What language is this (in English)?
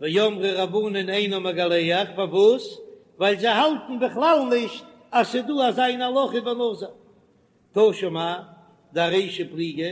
Yiddish